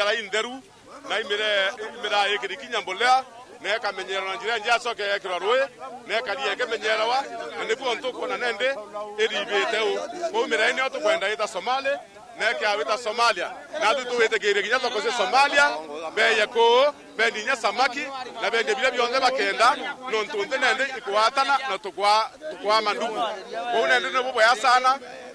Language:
Meru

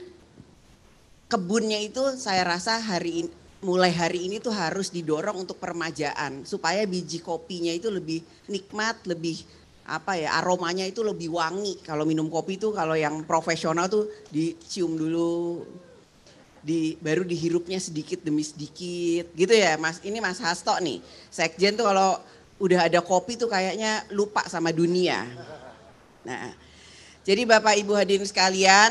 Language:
Indonesian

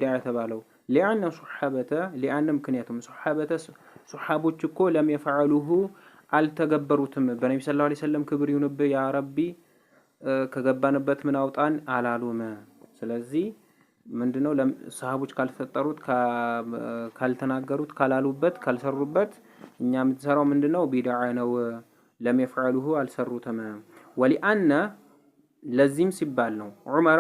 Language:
Amharic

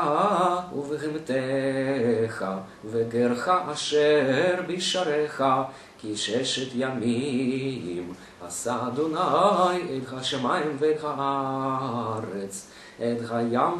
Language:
Hebrew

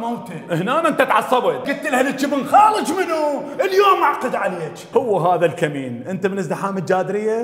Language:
Mesopotamian Arabic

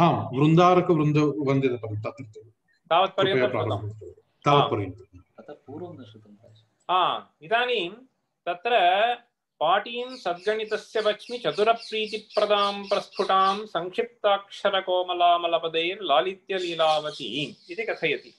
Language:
Sanskrit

